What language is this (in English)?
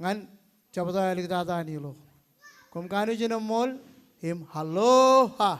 Marshallese